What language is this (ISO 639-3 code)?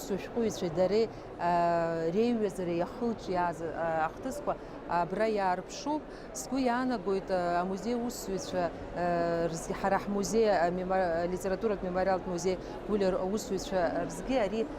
abk